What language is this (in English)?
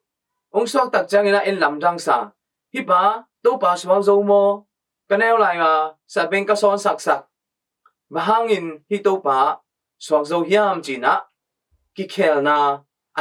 Tedim Chin